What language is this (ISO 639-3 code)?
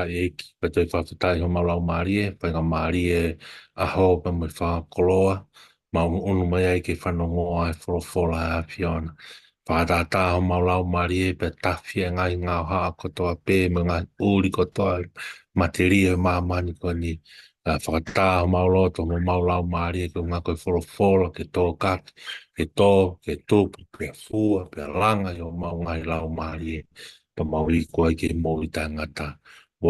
ton